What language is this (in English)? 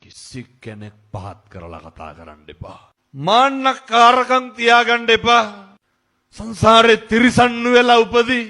Sinhala